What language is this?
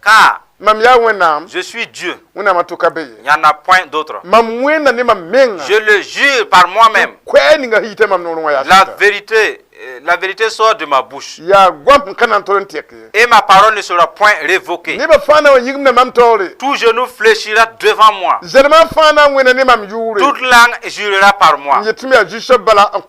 Mossi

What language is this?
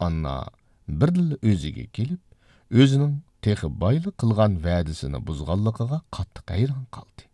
Uyghur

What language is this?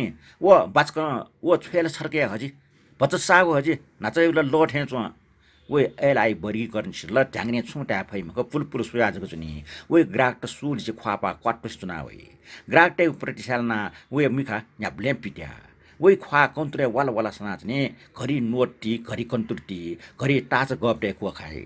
Newari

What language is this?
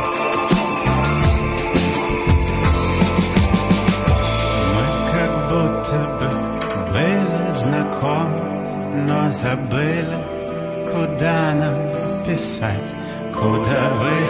Russian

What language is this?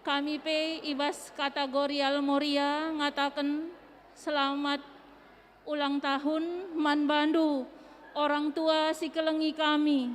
Batak Karo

